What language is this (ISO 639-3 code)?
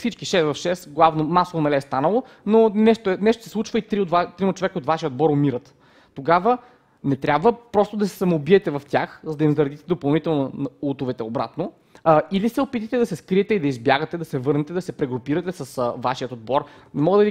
bul